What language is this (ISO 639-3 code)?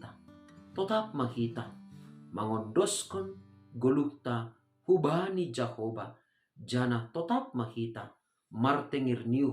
bts